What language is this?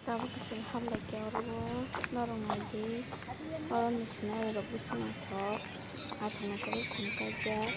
Kok Borok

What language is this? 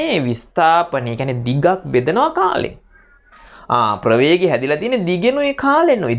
Sinhala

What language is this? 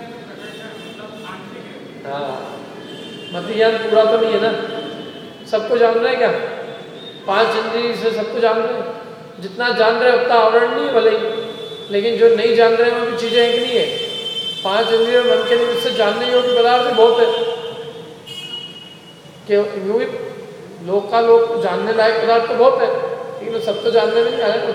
Hindi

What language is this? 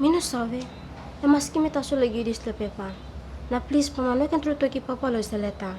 Tok Pisin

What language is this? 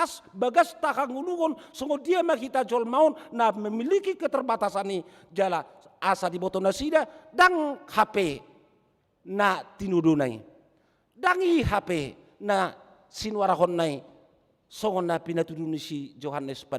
Batak Toba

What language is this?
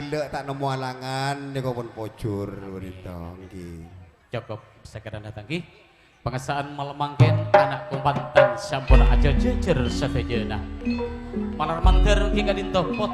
Madurese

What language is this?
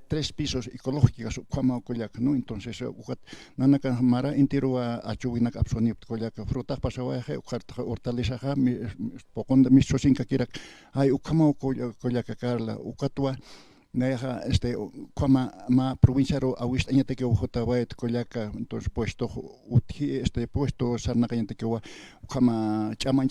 Aymara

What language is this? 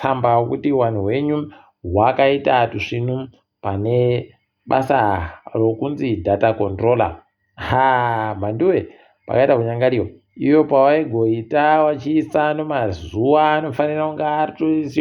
Ndau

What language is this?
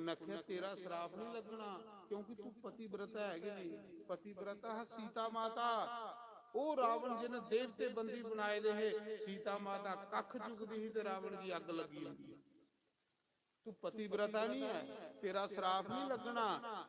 Dogri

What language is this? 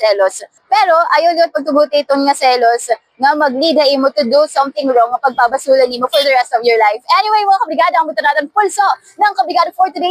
Waray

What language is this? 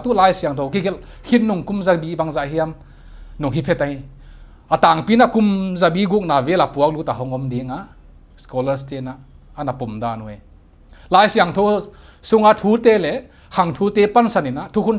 Paite Chin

